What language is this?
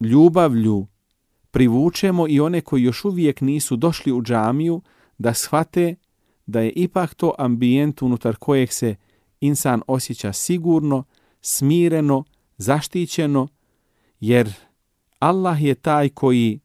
Bosnian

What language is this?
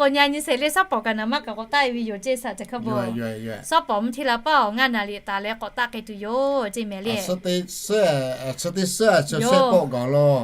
Lahu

